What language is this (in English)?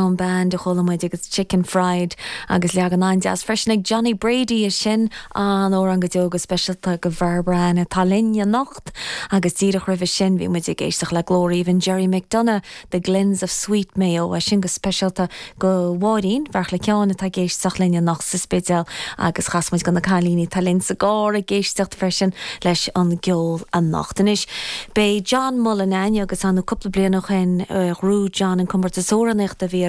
Irish